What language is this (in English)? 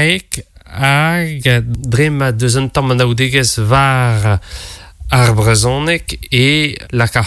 Breton